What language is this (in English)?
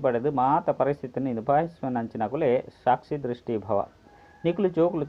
Tulu